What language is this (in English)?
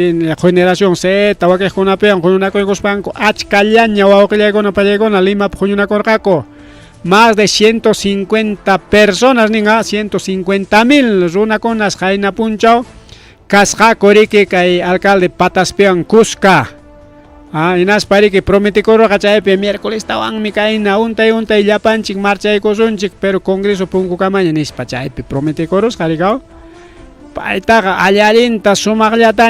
Ayacucho Quechua